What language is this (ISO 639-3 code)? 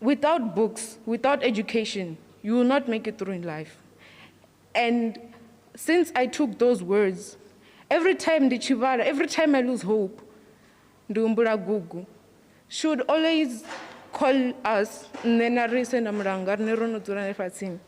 ven